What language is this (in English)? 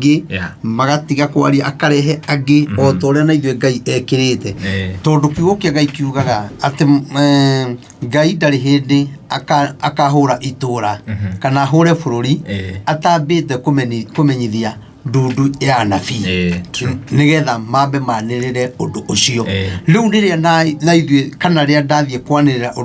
Kikuyu